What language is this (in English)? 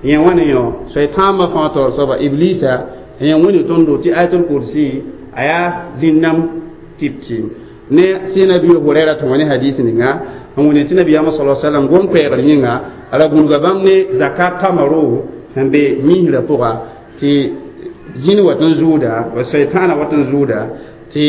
Mossi